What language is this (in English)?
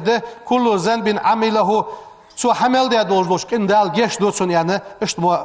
Ingush